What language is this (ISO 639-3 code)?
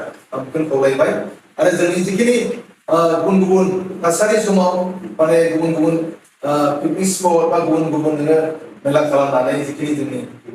brx